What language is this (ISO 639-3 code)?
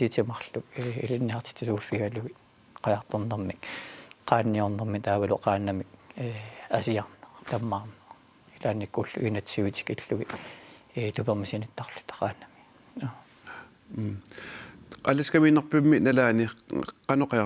kal